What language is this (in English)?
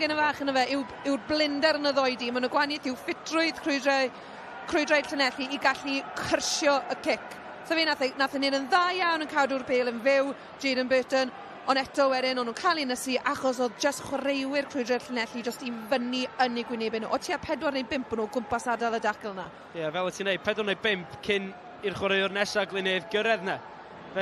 Welsh